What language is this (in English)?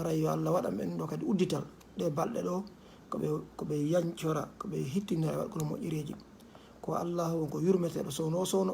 Fula